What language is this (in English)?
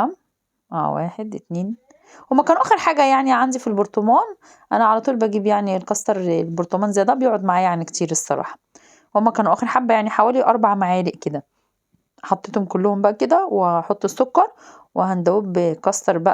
Egyptian Arabic